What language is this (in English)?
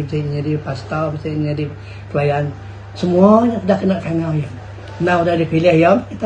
Iban